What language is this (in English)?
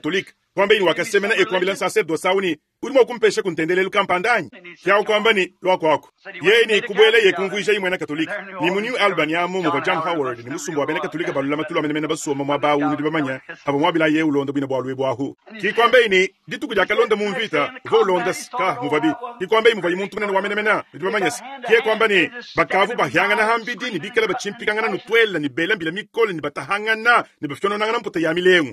Luba-Lulua